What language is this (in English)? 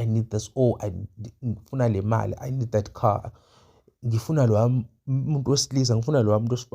Zulu